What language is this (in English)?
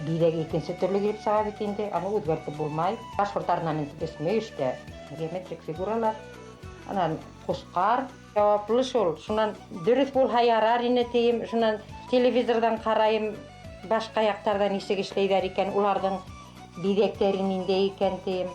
Bashkir